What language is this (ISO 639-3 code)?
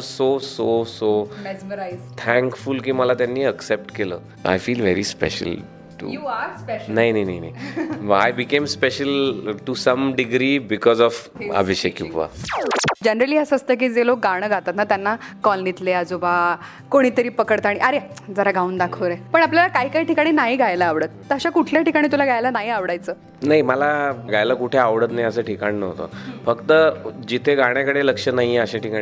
mar